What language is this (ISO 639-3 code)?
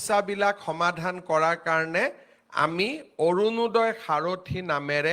asm